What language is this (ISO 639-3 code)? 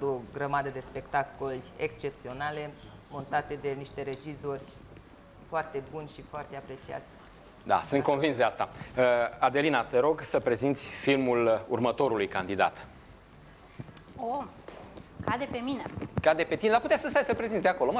ron